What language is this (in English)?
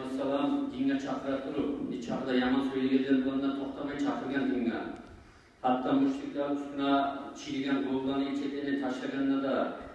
Kumyk